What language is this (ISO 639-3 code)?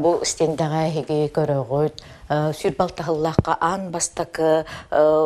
sah